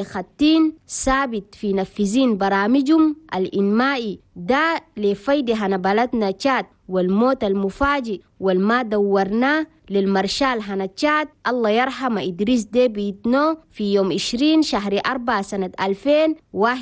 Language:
Chadian Arabic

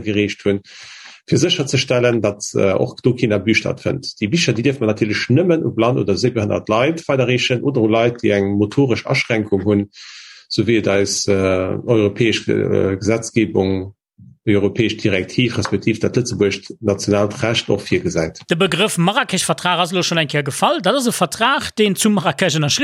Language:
Luxembourgish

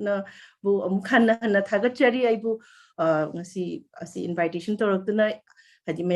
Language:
Manipuri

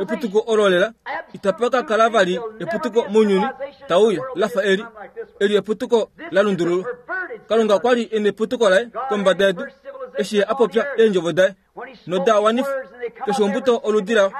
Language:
Kuanyama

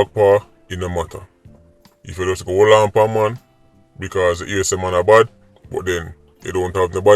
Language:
Jamaican Creole English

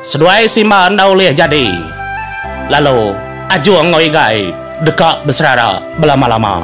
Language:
Iban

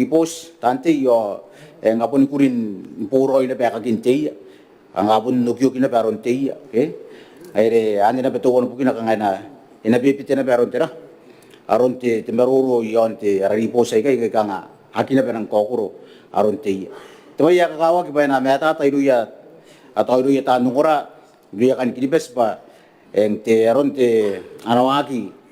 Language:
Gilbertese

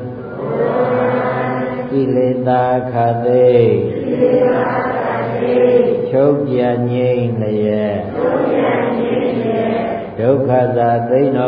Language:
Burmese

